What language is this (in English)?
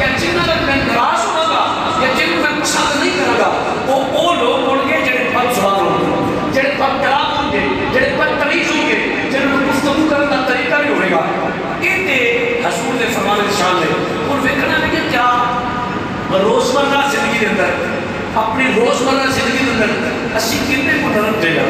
Urdu